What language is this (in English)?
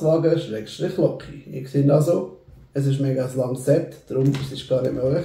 Swiss German